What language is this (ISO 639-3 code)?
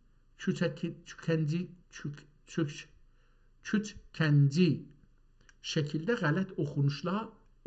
azb